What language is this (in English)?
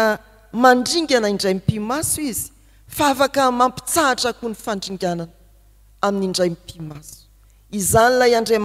Malagasy